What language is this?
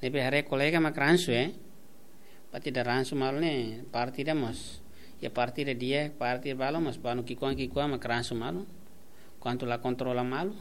Tetum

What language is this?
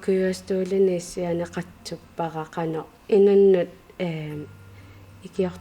Kalaallisut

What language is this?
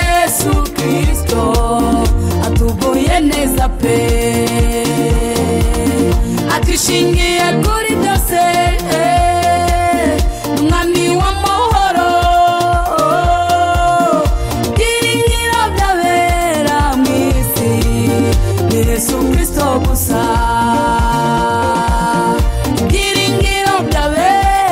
Kinyarwanda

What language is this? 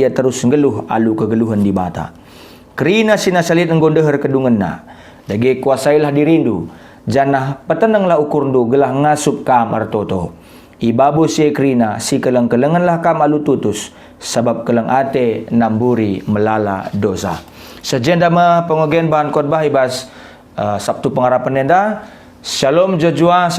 Batak Karo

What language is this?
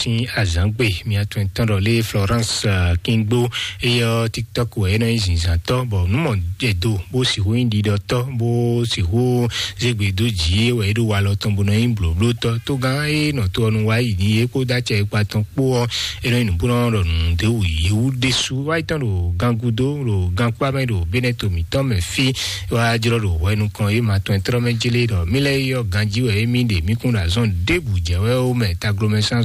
Fon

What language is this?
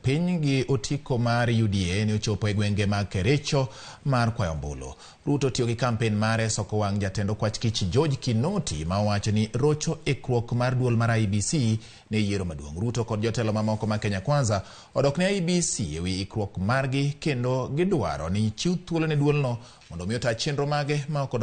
Luo (Kenya and Tanzania)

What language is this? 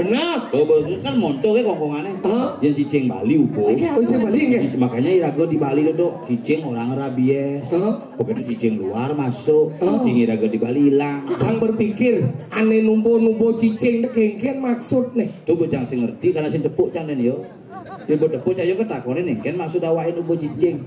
Balinese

